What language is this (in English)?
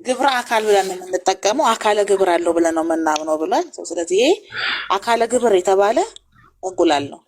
Amharic